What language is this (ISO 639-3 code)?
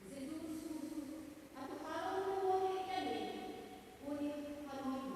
tet